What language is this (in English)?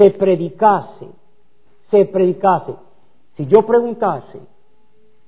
Spanish